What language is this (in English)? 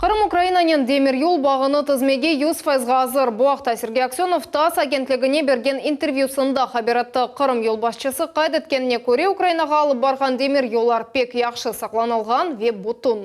Crimean Tatar